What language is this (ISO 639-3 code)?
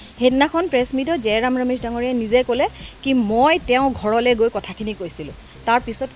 asm